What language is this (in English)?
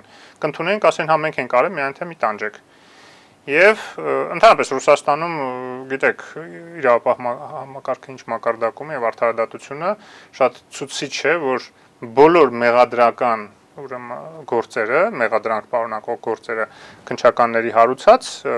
Armenian